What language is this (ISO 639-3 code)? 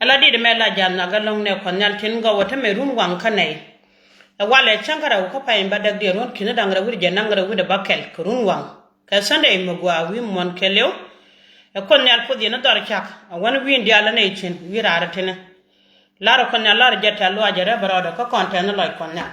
nus